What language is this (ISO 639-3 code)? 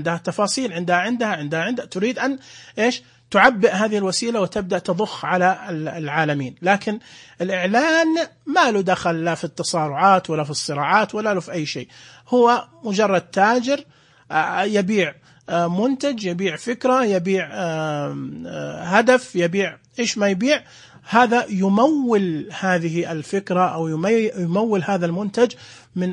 ars